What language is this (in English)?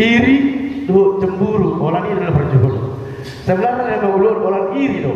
Batak Toba